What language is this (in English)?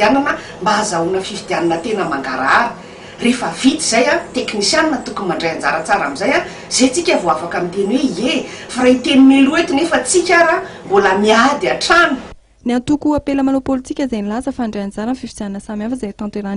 Malagasy